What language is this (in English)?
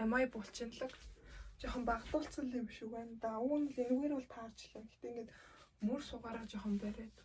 Mongolian